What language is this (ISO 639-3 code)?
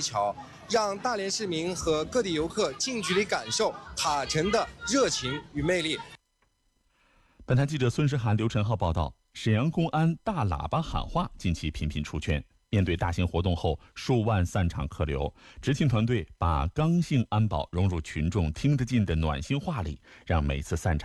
zho